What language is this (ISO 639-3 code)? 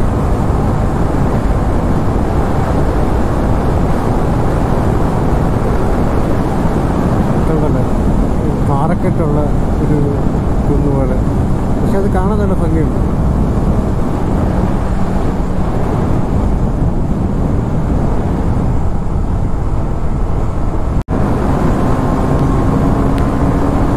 mal